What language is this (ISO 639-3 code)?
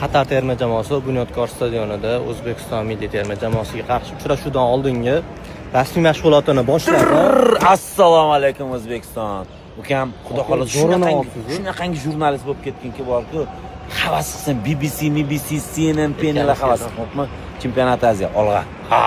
uzb